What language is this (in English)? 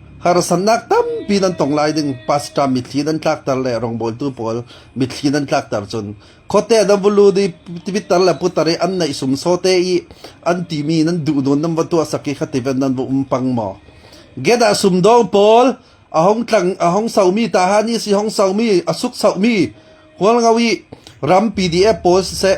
Falam Chin